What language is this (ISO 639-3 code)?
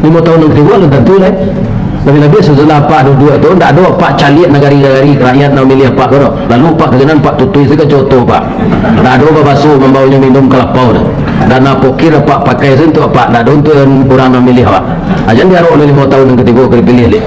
min